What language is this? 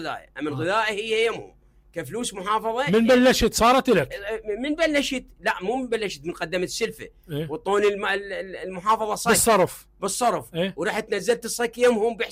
Mesopotamian Arabic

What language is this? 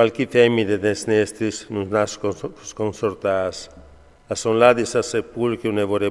Friulian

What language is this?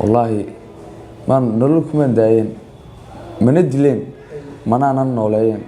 Somali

